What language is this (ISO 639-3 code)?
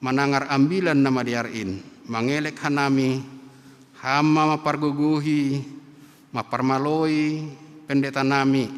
bts